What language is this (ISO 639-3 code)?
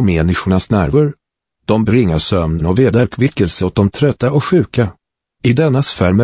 swe